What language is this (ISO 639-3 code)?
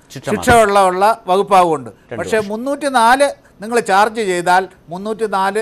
mal